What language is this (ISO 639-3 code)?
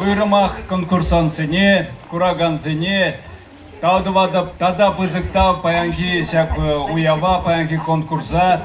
chv